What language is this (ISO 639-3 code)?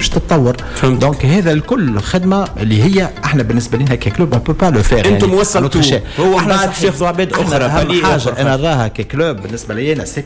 aeb